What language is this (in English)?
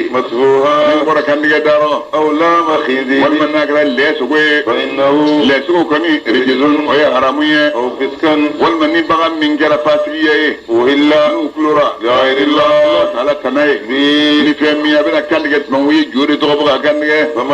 Bambara